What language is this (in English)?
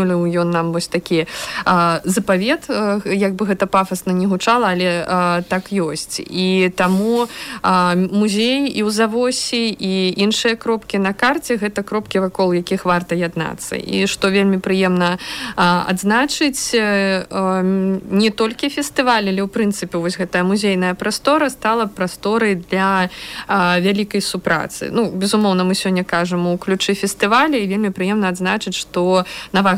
Belarusian